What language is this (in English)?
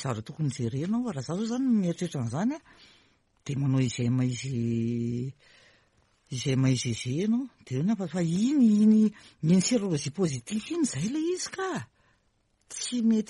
Malagasy